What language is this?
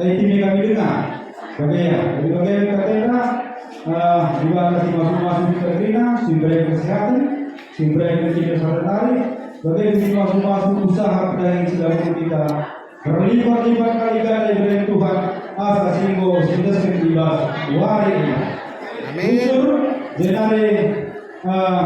Batak Karo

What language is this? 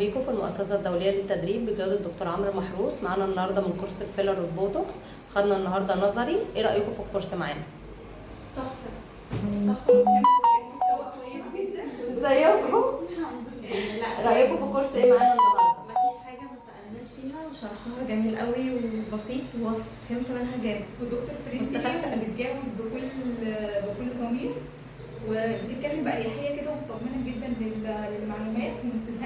Egyptian Arabic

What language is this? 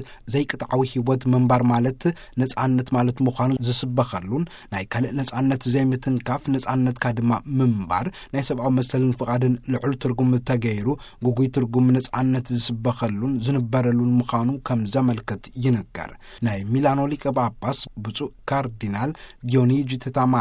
Tigrinya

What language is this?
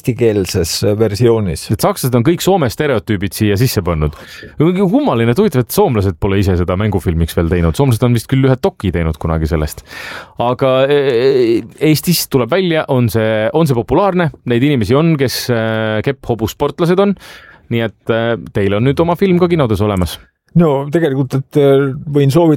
Estonian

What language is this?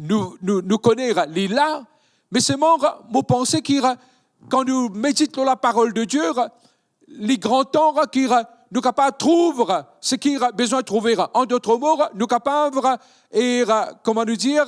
Morisyen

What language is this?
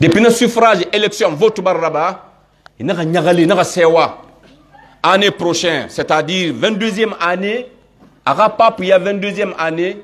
Pular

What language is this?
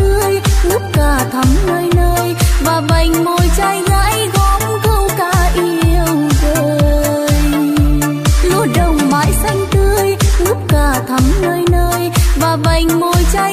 Vietnamese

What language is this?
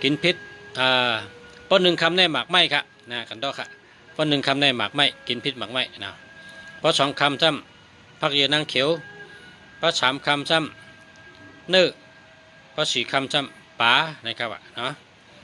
Shan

